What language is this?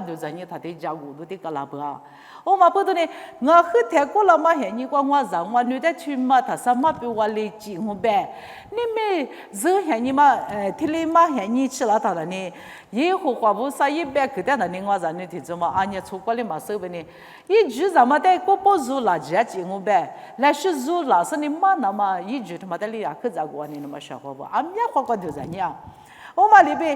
Lisu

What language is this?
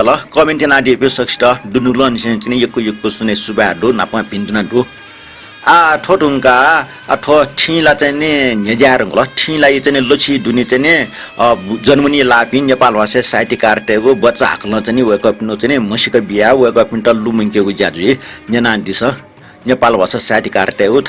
Newari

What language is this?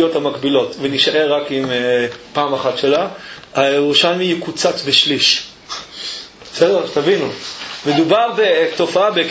Hebrew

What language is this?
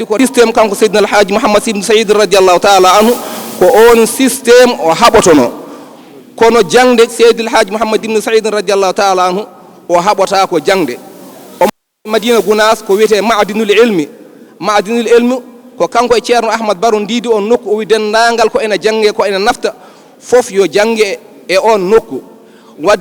Fula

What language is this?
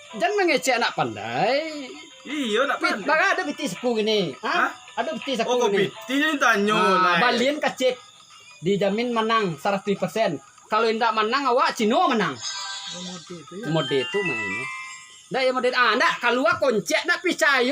Minangkabau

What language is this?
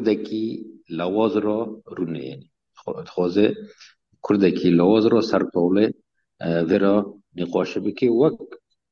Kurdish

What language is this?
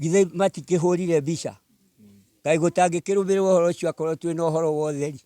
Kikuyu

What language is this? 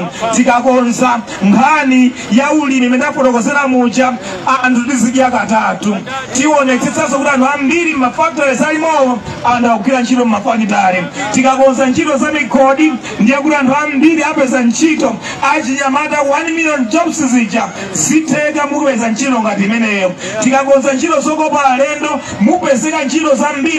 Nyanja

